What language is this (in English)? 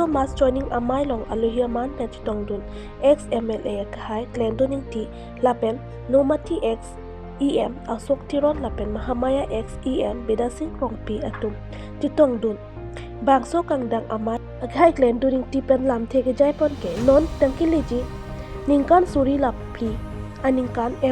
Karbi